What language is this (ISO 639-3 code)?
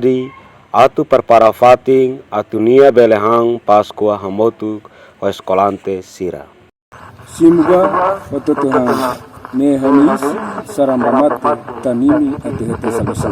tet